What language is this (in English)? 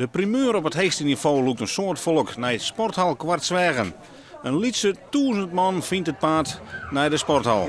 Western Frisian